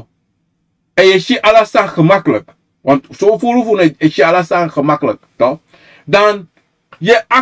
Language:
Sranan Tongo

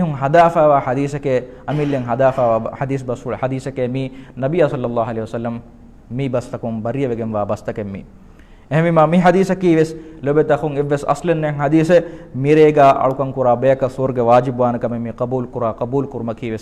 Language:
Divehi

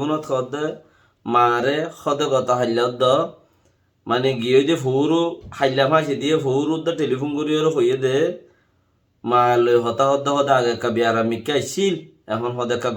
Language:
Rohingya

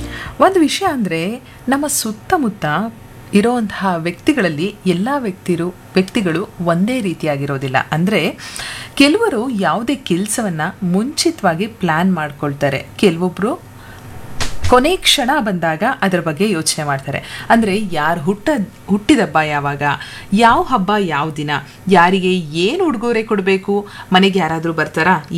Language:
Kannada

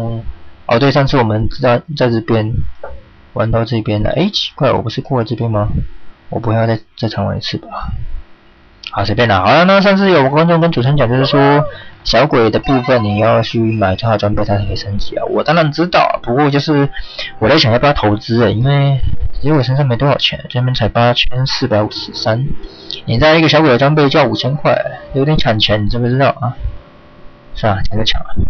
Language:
Chinese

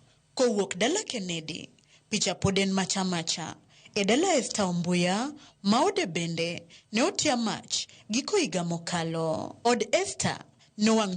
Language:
Luo (Kenya and Tanzania)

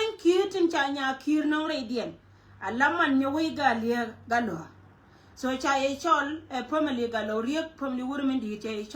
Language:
Nuer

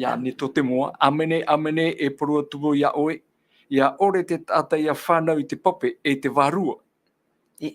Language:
Tahitian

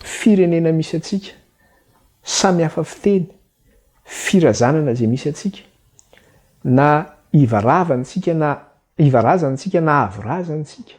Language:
Malagasy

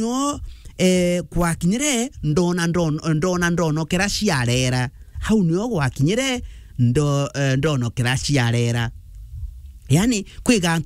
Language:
Meru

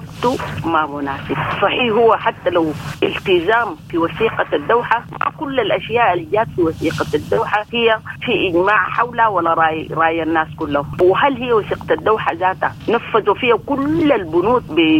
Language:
Sudanese Arabic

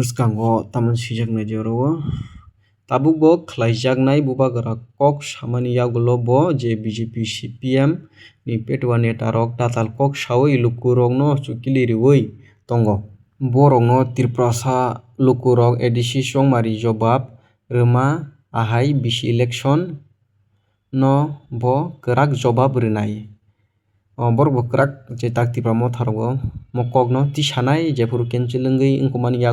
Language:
Kok Borok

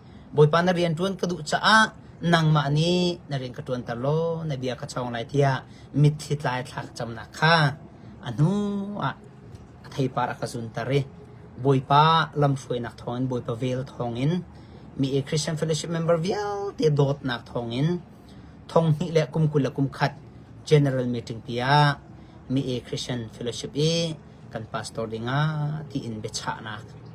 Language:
Hakha Chin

